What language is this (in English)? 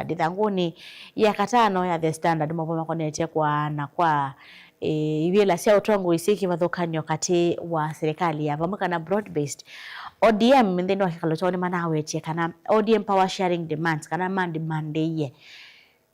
Kamba